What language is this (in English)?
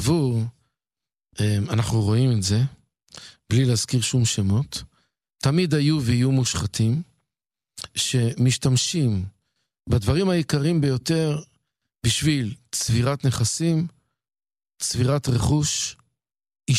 Hebrew